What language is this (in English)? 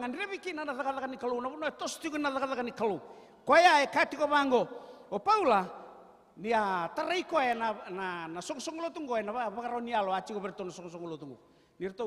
Fijian